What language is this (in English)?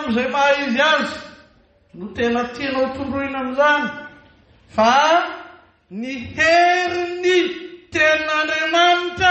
Malagasy